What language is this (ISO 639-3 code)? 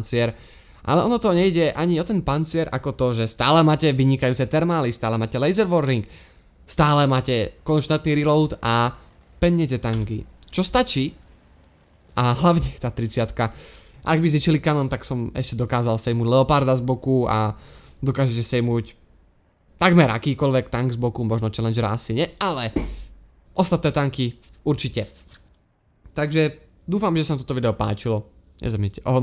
slk